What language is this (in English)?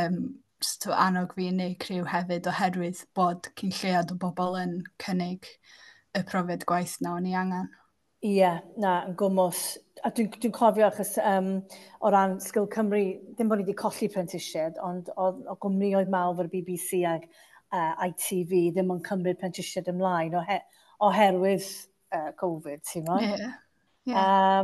Welsh